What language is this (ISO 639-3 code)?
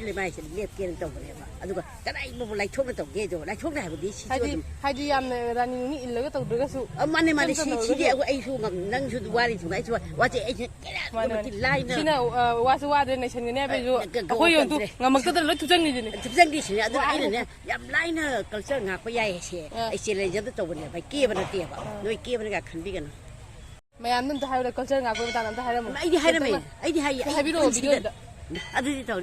mni